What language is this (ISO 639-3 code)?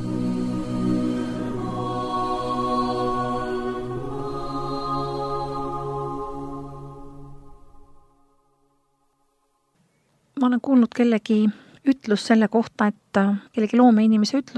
est